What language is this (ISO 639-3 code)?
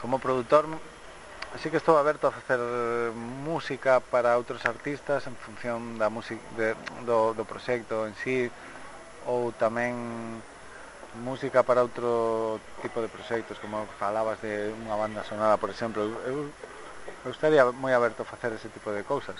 glg